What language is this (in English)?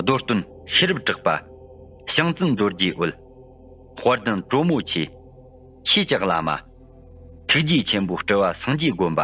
Tibetan